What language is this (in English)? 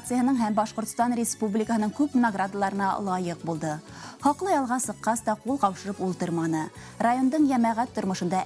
Bashkir